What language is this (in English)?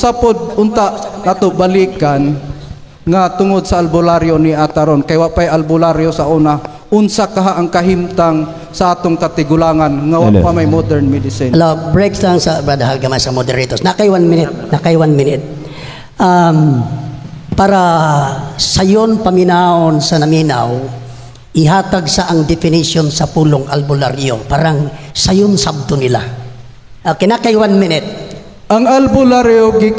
Cebuano